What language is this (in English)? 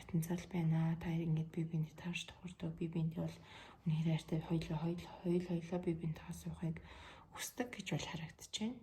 Mongolian